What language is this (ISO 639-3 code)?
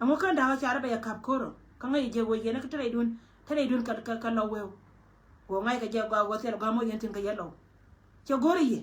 nus